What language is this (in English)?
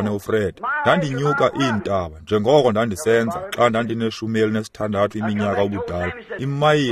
Xhosa